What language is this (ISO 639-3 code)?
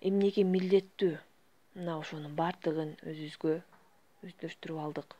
kir